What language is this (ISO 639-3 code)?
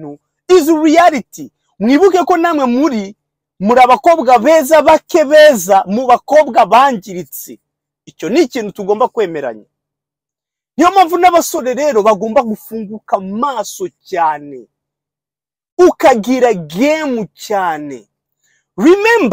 kin